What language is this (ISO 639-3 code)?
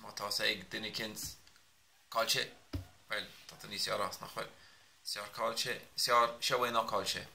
gle